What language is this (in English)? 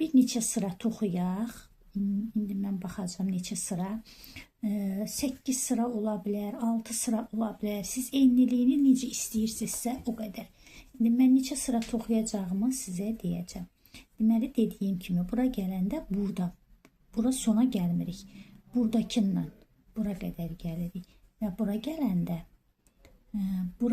Azerbaijani